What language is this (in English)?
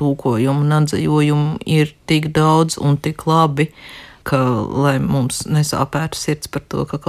Latvian